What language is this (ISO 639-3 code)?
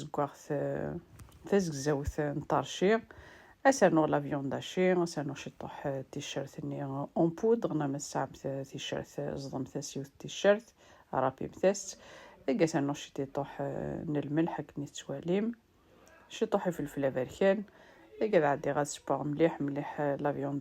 kab